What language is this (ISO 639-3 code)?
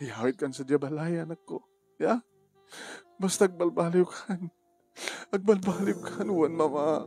ilo